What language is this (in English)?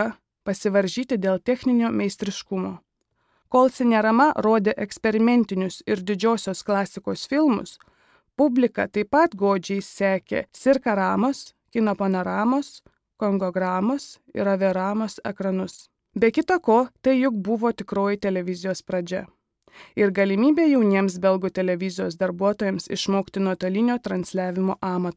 Lithuanian